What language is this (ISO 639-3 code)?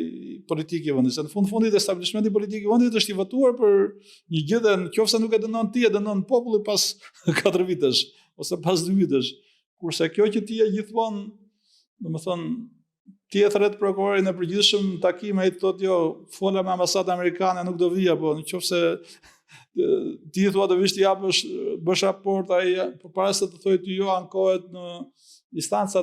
sqi